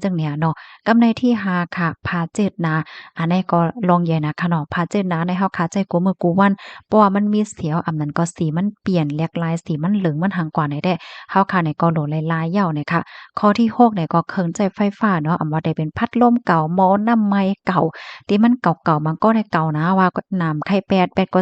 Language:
Shan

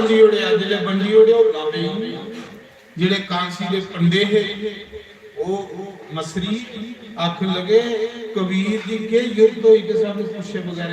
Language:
Dogri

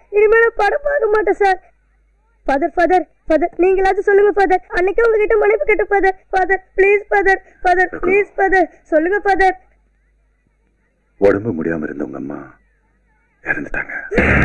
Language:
Tamil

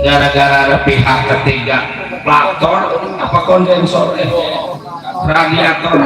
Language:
Betawi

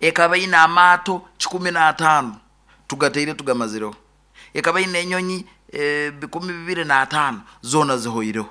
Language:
Nyankole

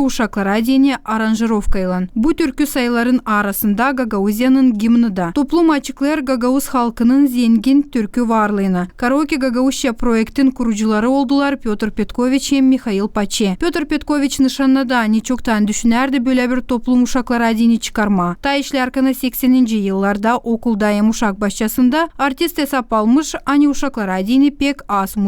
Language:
Gagauz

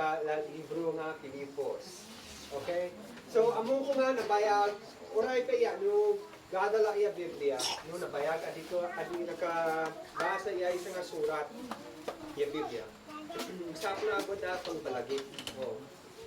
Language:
Isnag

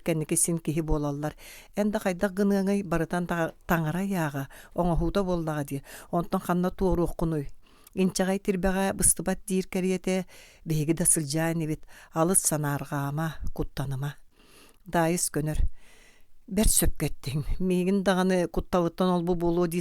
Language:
Yakut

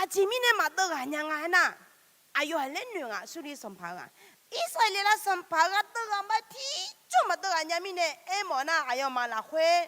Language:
Akha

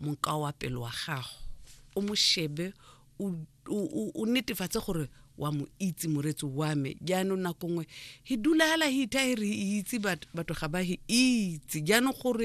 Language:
Tswana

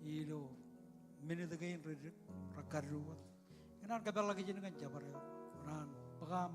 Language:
Marshallese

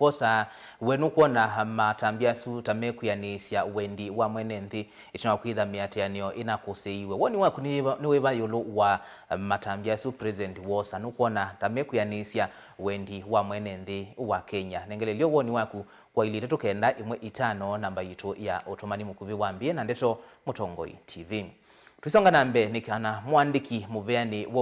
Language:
Kamba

